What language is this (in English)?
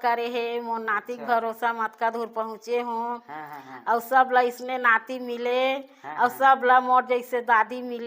Chhattisgarhi